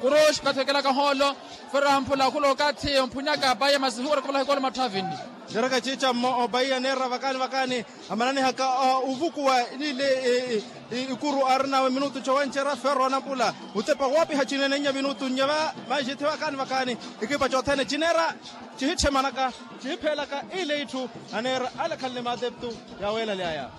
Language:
Makhuwa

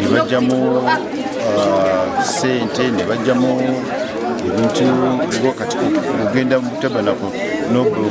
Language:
Ganda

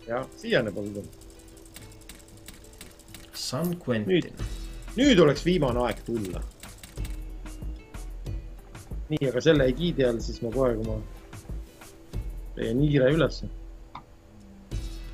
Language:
Estonian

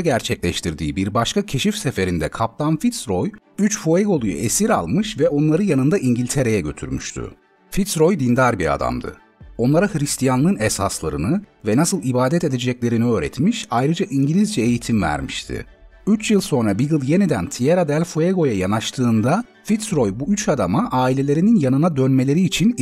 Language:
Turkish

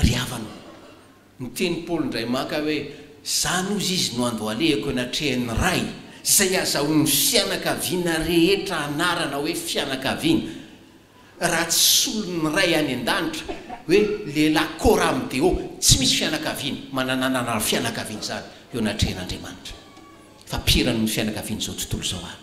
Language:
Malagasy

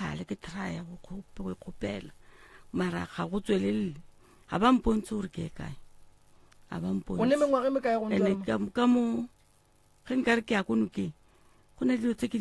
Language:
Northern Sotho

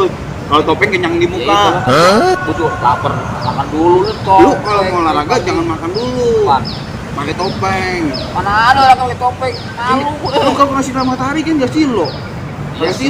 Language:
Betawi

